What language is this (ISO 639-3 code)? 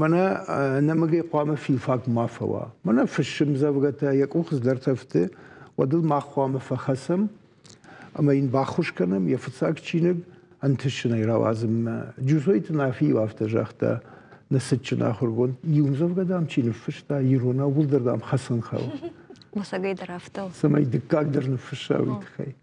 oss